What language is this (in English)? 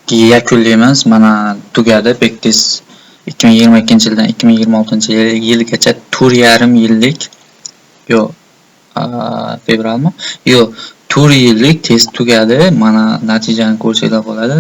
Uzbek